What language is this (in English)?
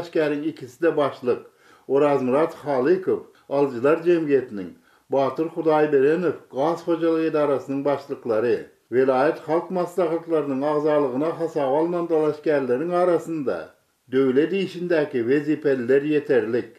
Turkmen